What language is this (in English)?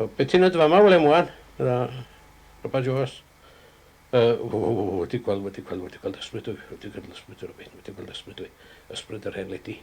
Welsh